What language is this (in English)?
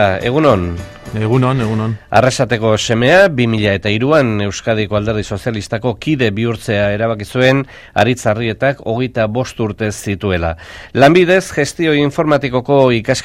Basque